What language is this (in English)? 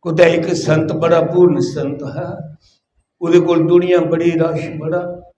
Dogri